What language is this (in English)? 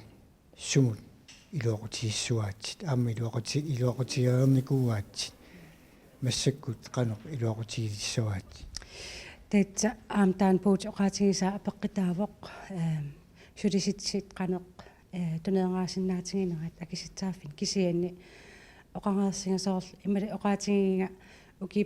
Kalaallisut